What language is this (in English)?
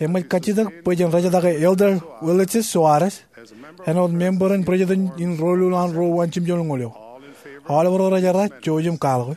Marshallese